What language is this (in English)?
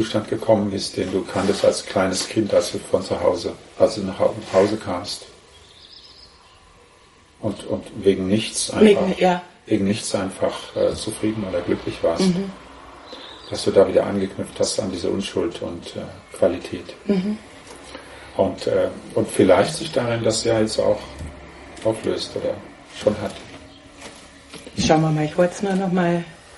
German